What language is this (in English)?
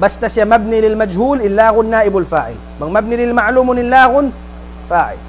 Tausug